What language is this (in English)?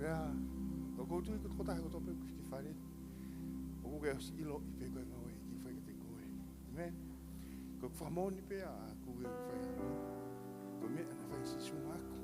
Tongan